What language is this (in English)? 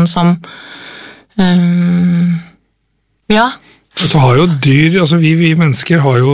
Norwegian